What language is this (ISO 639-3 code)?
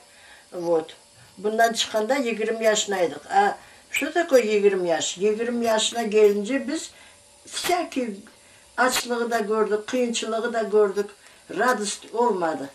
crh